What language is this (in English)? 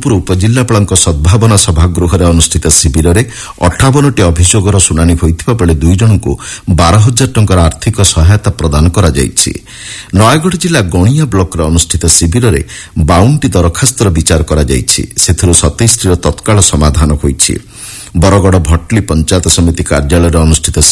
Odia